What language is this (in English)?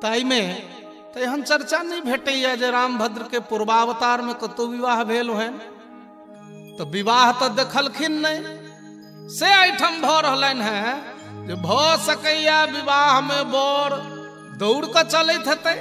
Maithili